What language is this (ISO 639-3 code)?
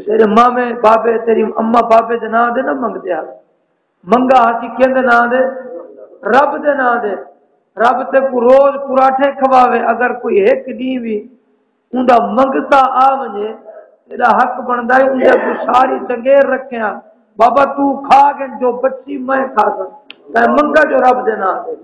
skr